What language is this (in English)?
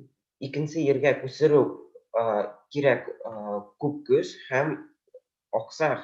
Bashkir